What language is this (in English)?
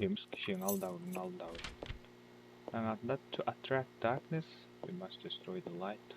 Kara-Kalpak